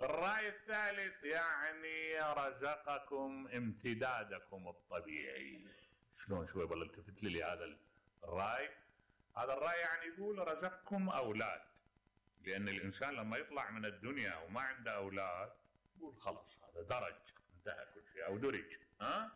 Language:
Mesopotamian Arabic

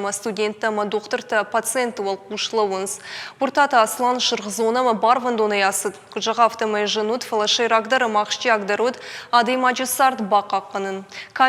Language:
Ossetic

